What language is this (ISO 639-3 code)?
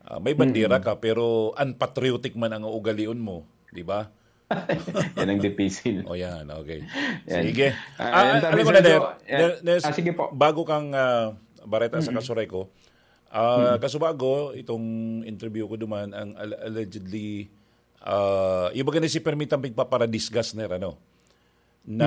bik